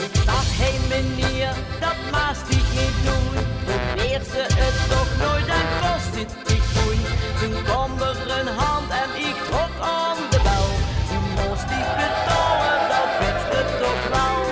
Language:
Limburgish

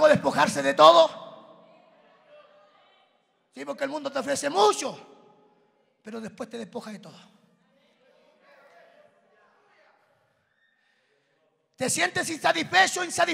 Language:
Spanish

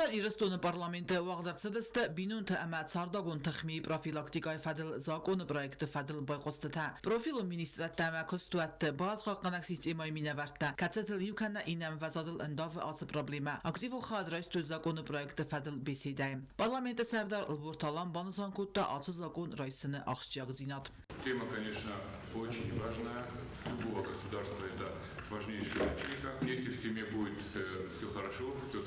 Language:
Ossetic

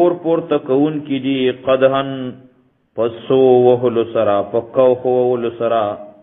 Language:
Pashto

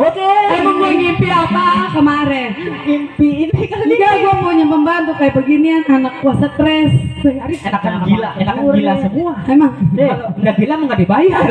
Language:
Betawi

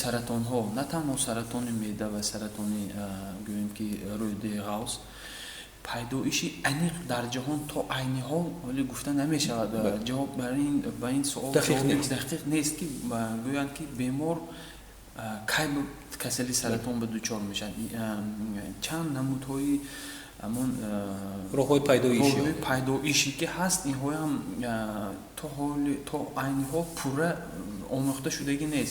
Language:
Tajik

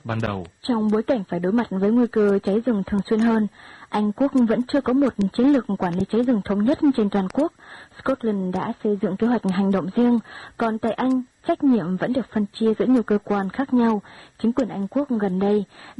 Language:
Vietnamese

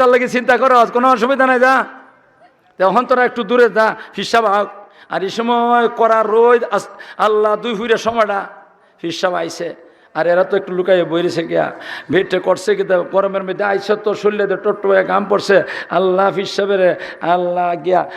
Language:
Sylheti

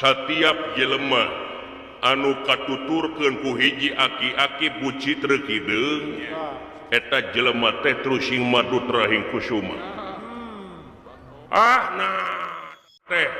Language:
Sundanese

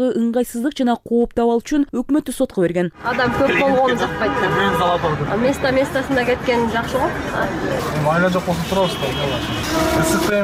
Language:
Kyrgyz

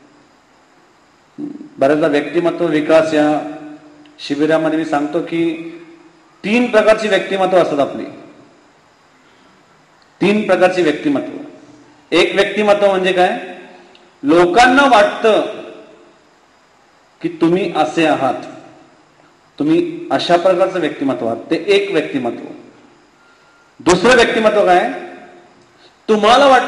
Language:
Marathi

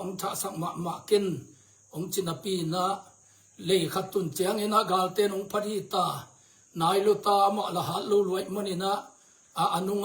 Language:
Tedim Chin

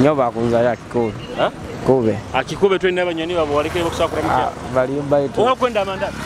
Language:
Nyoro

